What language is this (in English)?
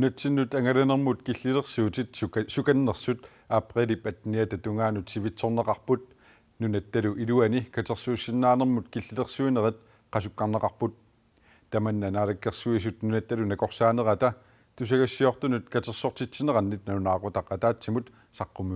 Kalaallisut